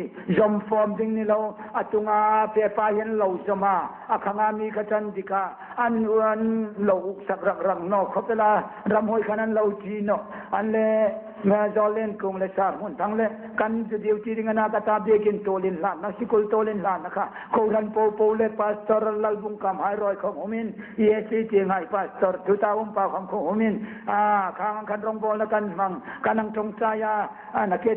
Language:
Hmar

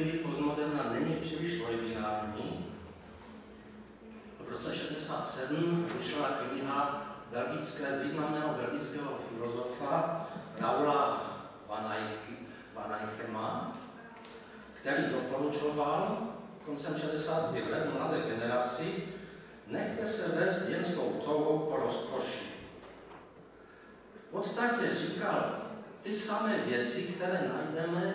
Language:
Czech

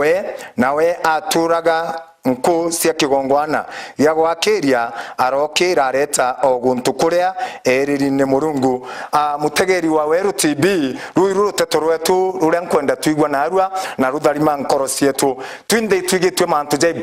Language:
Meru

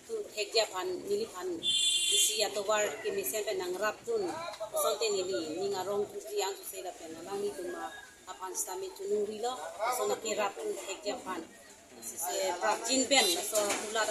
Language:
Karbi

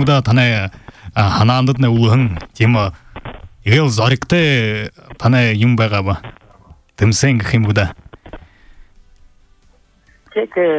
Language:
Buriat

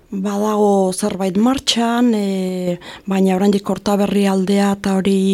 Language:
Basque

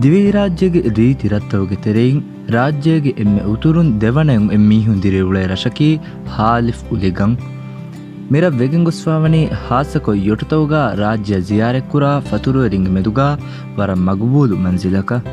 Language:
Divehi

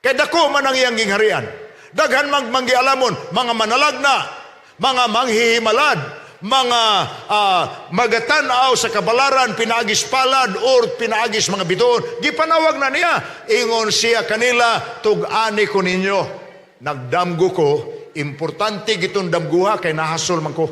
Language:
Cebuano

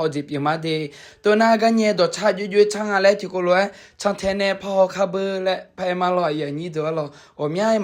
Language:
Akha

